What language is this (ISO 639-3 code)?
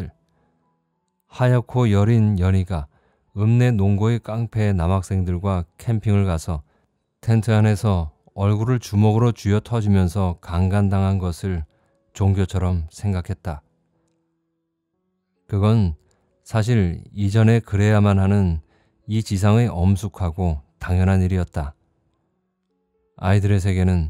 kor